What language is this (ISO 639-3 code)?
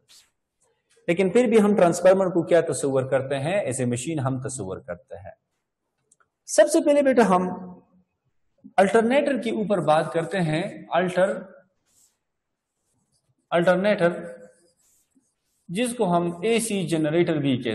hin